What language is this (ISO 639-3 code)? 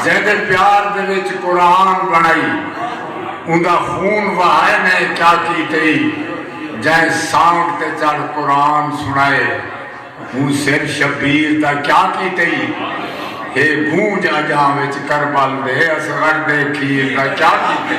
skr